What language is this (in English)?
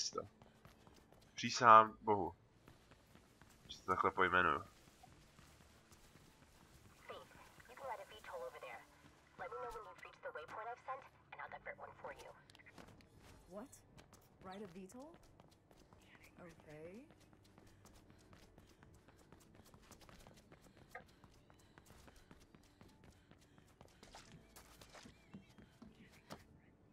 Czech